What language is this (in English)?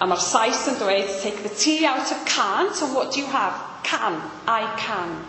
Welsh